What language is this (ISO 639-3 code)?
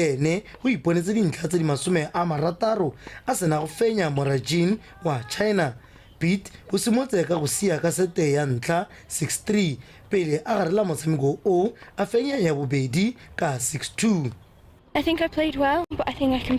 tsn